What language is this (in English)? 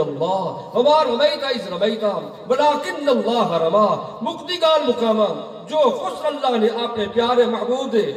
Western Panjabi